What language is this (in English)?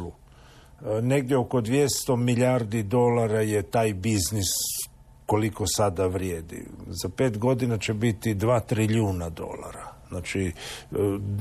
Croatian